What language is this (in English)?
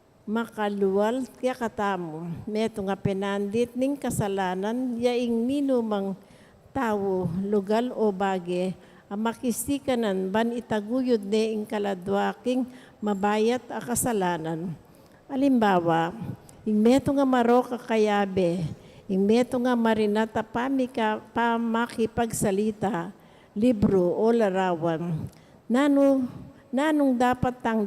Pampanga